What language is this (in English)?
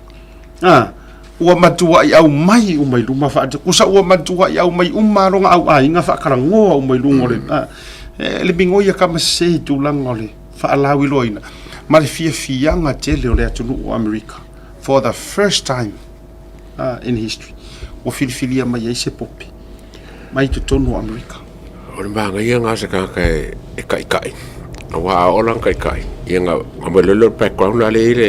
Samoan